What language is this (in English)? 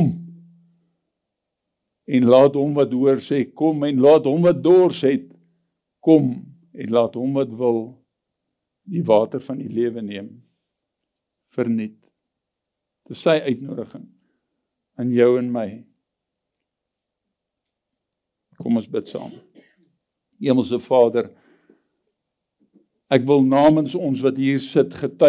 Afrikaans